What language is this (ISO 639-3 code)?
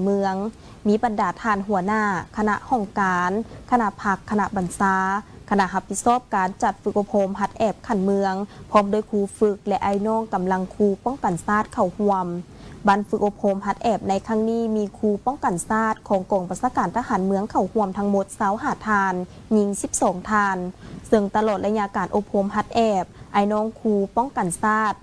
lao